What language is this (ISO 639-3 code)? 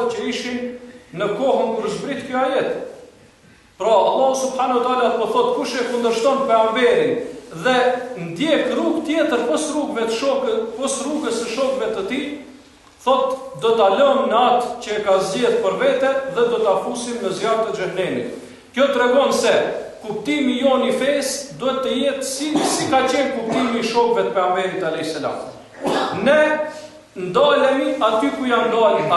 sqi